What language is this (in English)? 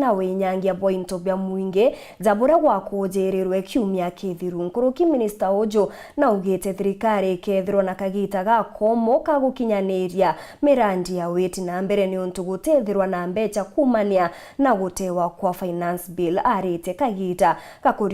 Meru